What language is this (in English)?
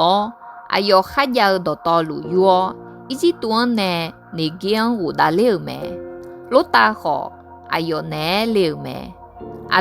Akha